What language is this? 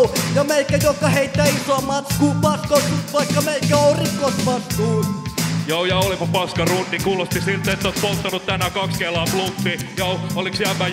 Finnish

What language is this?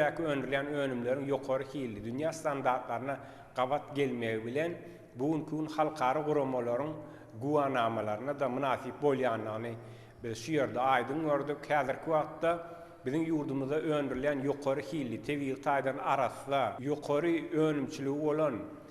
Turkmen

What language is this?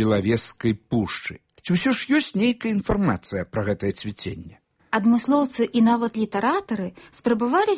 Belarusian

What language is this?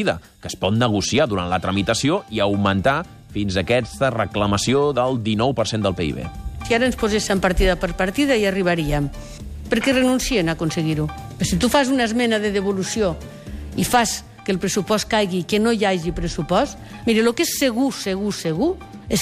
Catalan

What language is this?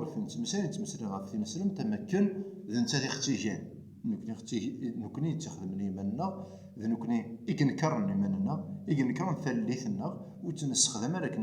Kabyle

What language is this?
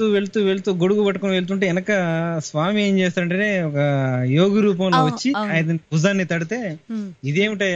Telugu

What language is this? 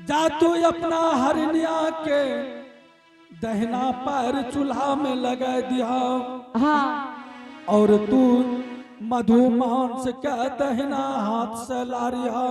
Angika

